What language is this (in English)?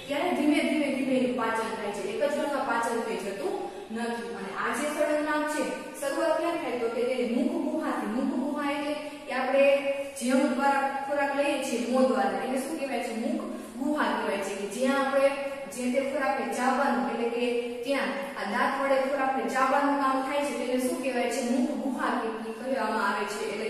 Gujarati